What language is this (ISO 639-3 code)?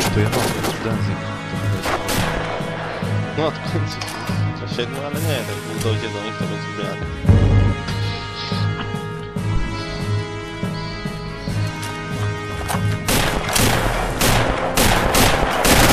pol